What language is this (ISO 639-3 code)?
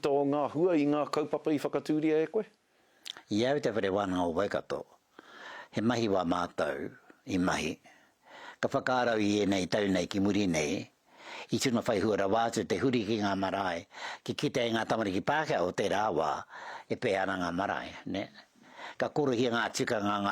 mri